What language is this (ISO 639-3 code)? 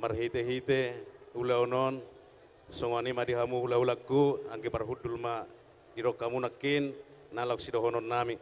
bbc